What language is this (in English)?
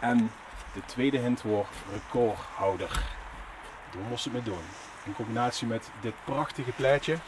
Limburgish